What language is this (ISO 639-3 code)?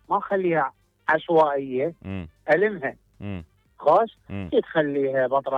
acm